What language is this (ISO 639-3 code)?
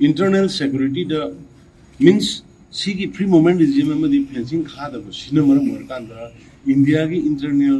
mni